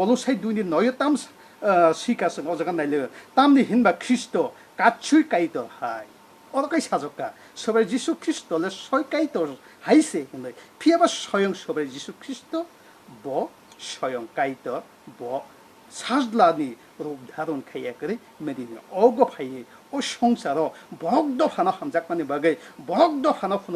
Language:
Kok Borok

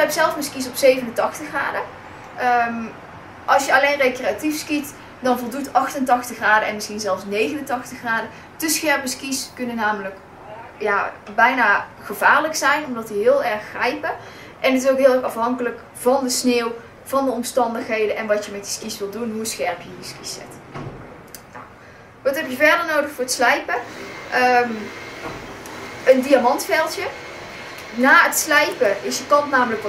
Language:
Dutch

